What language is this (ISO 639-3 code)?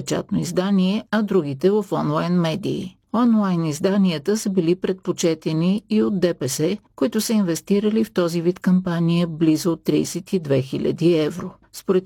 bul